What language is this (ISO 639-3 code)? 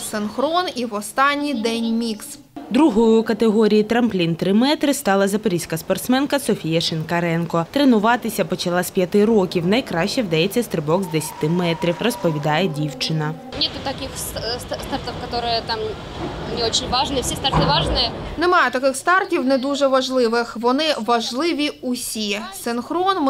ukr